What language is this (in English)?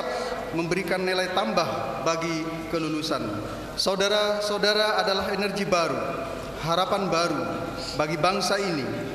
Indonesian